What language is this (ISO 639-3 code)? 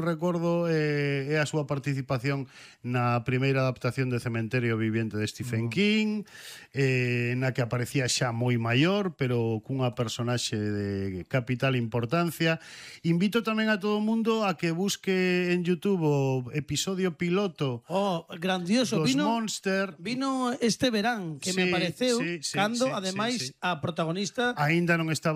glg